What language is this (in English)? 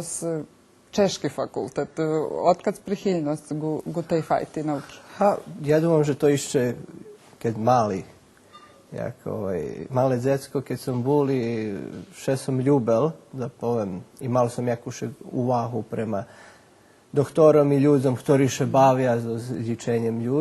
Rusyn